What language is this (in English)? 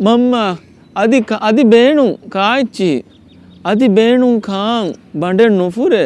Divehi